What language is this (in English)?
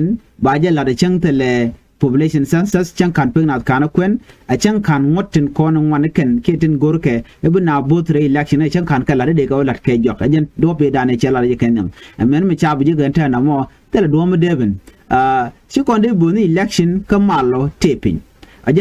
Nuer